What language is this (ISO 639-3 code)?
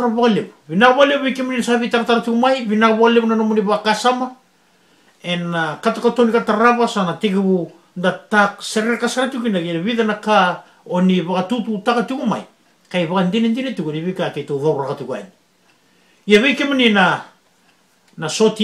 fij